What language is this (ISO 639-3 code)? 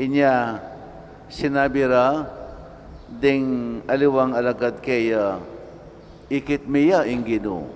pam